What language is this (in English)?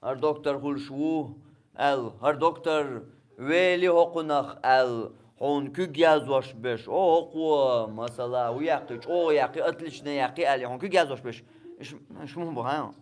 Chechen